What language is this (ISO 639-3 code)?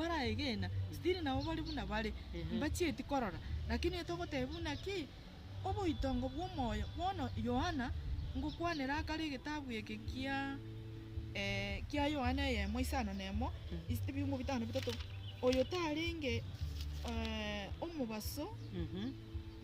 guz